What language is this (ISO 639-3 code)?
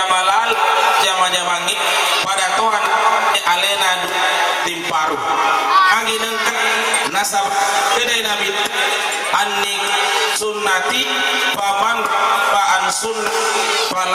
bug